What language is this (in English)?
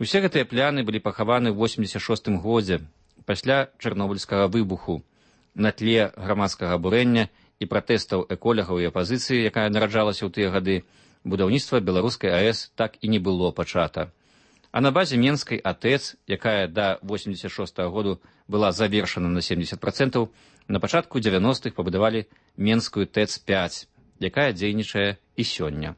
Belarusian